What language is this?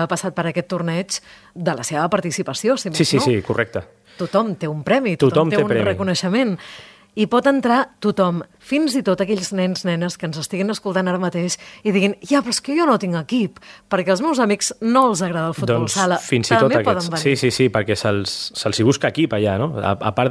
Catalan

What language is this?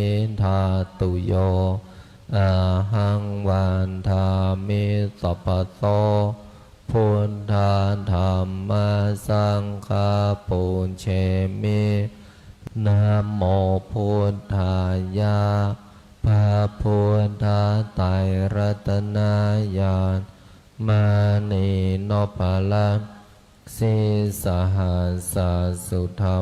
Pali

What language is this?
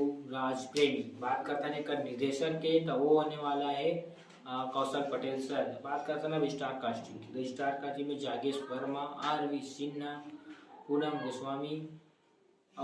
Chhattisgarhi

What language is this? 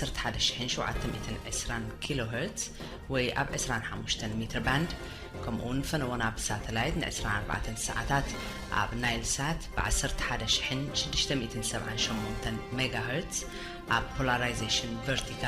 Tigrinya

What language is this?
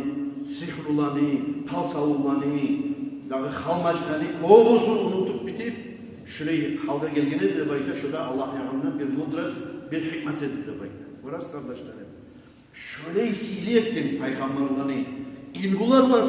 Kumyk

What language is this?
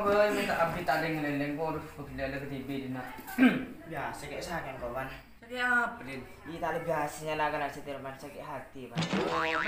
Madurese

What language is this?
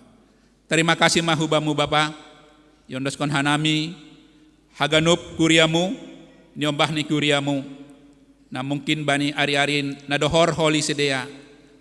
Batak Simalungun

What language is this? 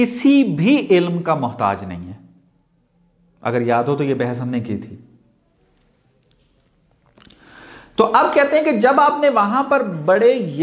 Urdu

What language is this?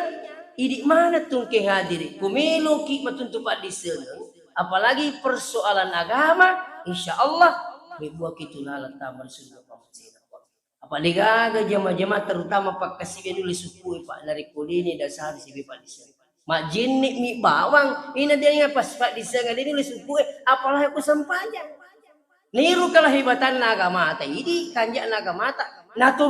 Buginese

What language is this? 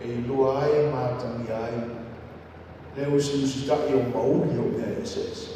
Samoan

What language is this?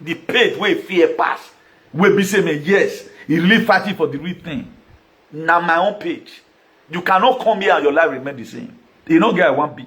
Nigerian Pidgin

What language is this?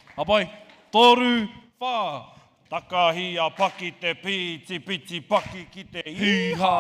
Māori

